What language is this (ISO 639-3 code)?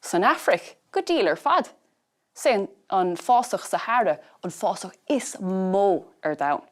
gle